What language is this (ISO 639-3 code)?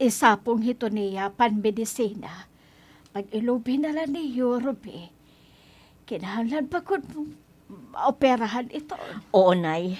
war